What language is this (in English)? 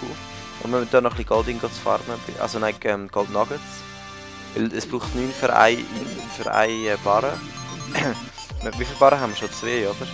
Swiss German